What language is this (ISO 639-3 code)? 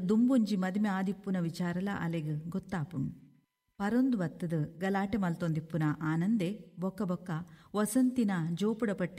tcy